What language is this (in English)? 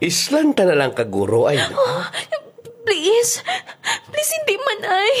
Hiligaynon